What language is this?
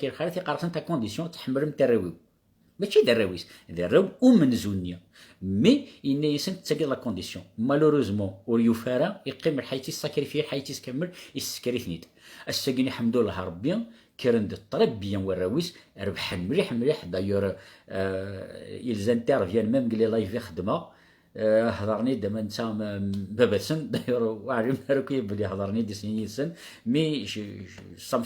Kabyle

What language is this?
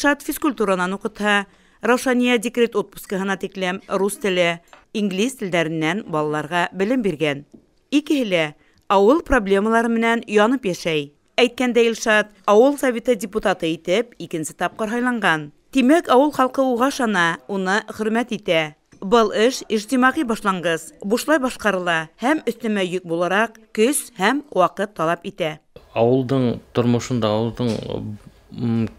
Bashkir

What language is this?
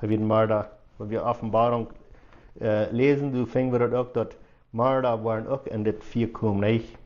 Plautdietsch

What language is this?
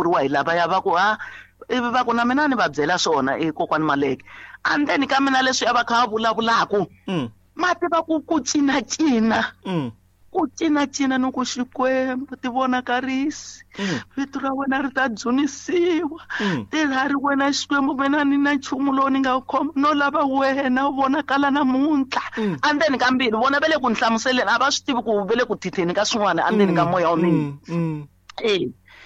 Tsonga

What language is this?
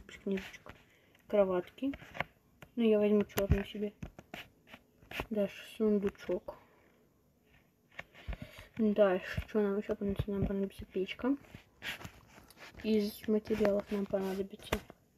Russian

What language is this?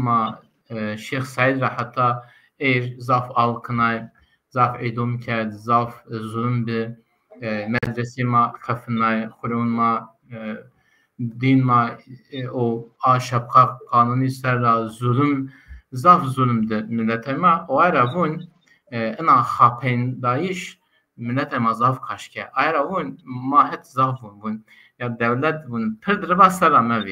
Zaza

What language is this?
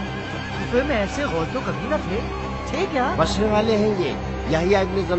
Urdu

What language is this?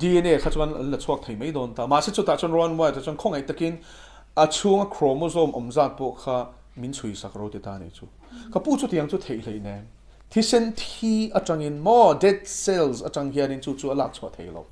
Mizo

